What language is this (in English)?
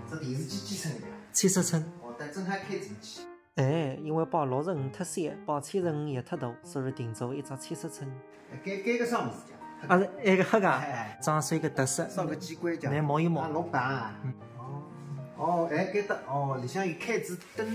Wu Chinese